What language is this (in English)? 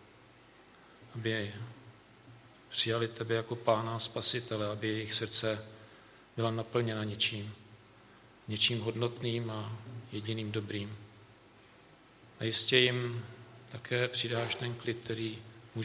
Czech